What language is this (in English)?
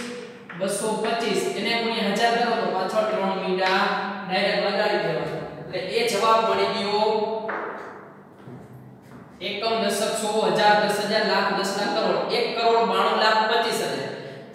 Gujarati